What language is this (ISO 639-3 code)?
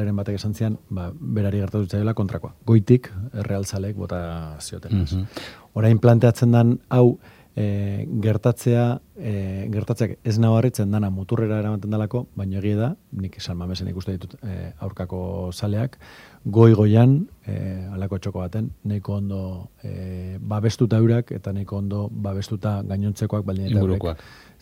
eus